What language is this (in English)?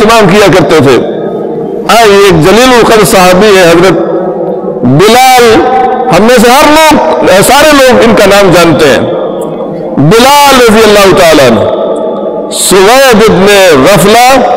Urdu